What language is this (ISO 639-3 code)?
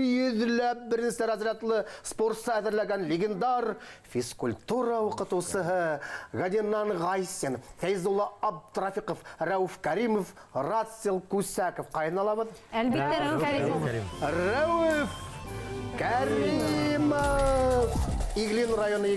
bak